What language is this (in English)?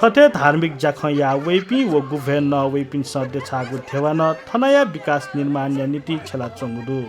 Newari